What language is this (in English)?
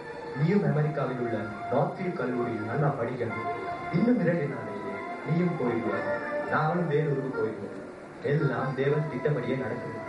Tamil